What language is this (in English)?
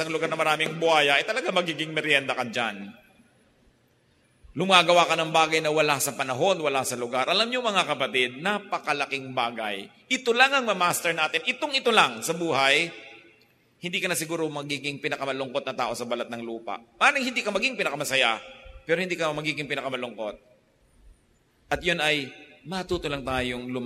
Filipino